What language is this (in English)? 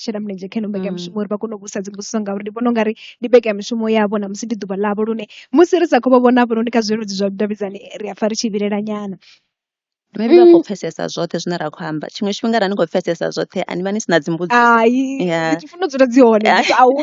Venda